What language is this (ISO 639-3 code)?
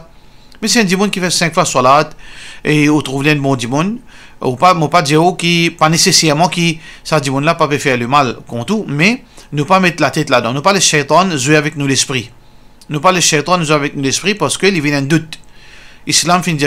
mfe